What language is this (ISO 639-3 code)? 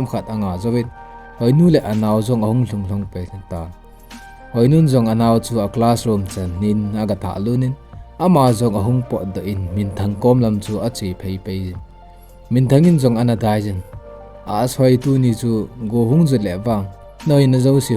tcz